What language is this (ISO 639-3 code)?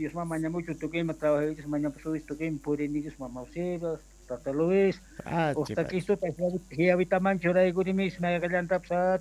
quh